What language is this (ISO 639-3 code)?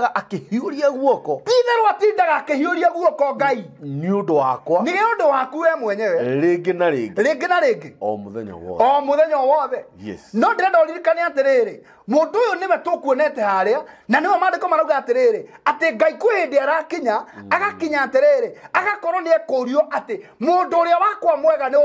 kik